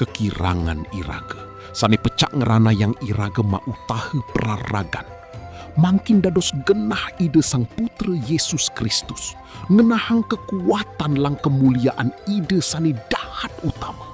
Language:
Balinese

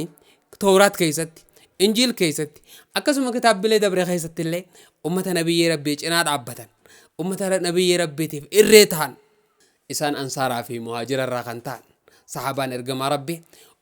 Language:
Oromo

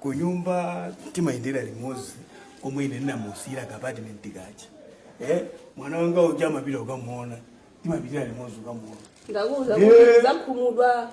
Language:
Nyanja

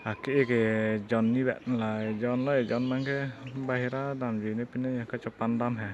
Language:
Karbi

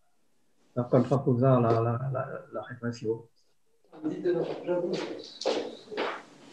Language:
Catalan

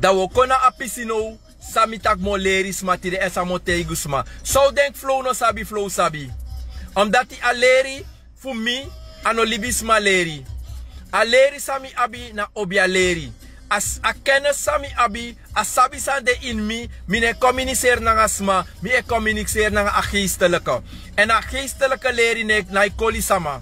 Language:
Sranan Tongo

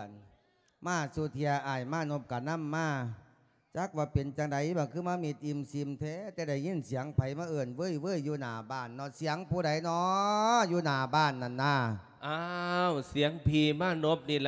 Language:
Lao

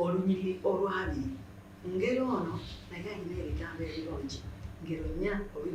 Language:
Ganda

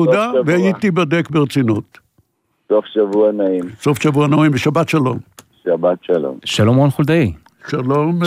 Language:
Hebrew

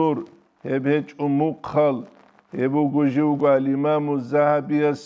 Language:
Avaric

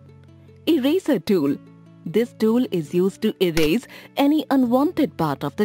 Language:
English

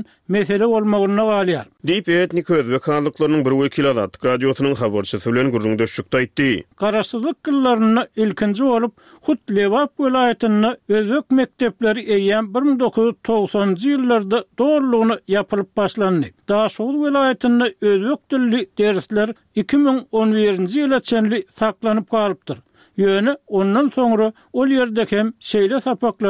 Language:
Turkmen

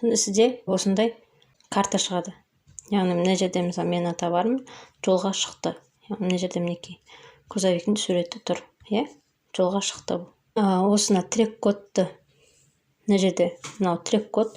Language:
Kazakh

